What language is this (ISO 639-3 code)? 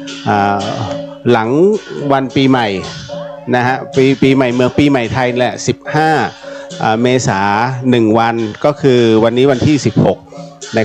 pli